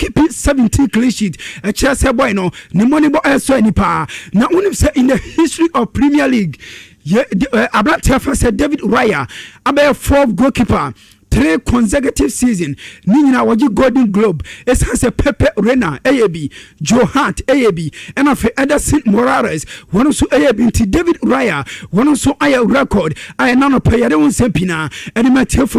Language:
Akan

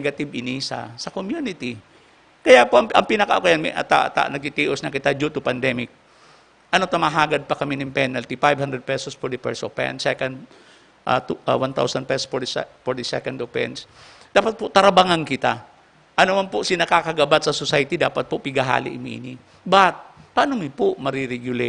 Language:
Bikol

